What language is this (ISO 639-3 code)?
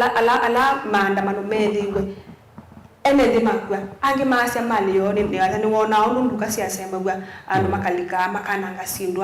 kam